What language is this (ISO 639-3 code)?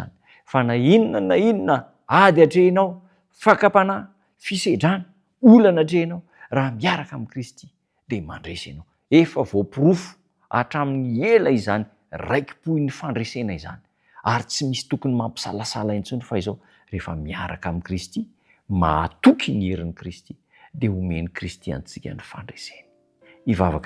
mlg